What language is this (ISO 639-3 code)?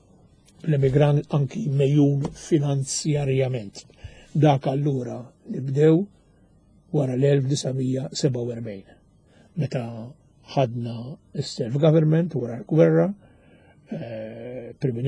mlt